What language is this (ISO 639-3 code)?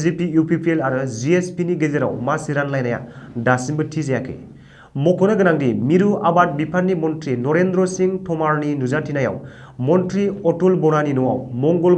brx